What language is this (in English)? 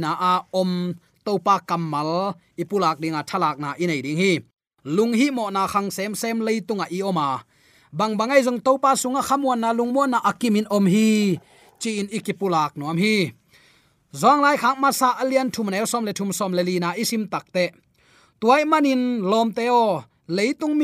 Tedim Chin